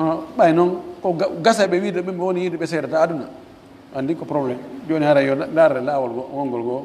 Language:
Pular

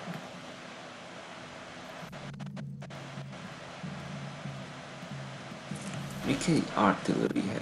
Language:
Hungarian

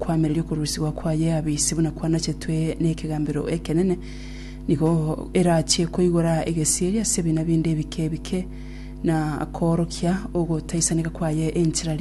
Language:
Gusii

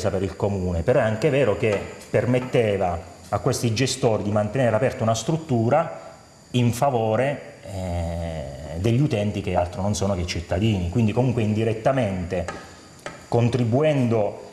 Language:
Italian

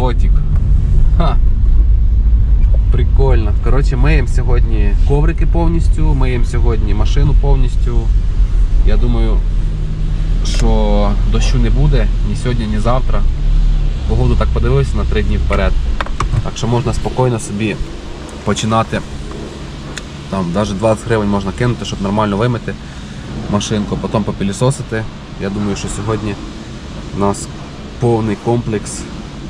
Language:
Ukrainian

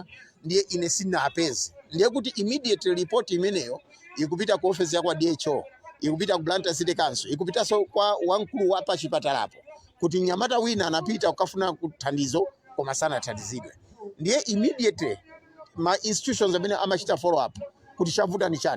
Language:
Nyanja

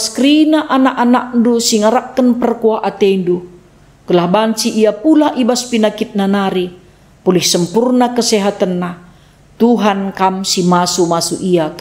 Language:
Batak Karo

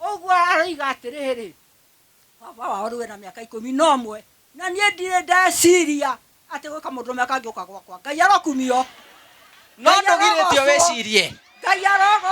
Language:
Kikuyu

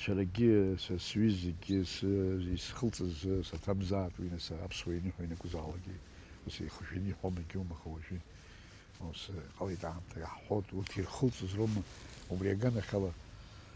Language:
Abkhazian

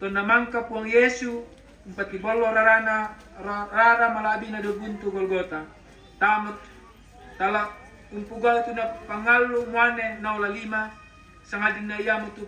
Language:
Toraja-Sa'dan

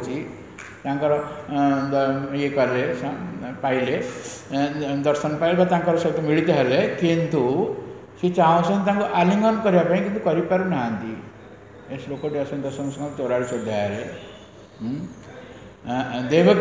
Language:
Odia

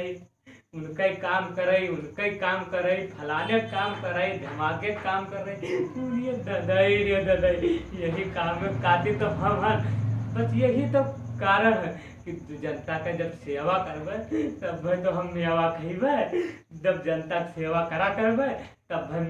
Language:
Awadhi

